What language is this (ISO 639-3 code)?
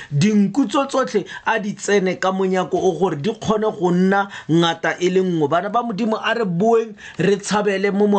tsn